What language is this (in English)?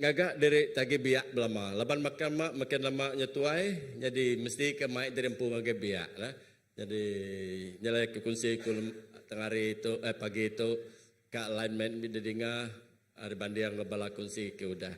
Iban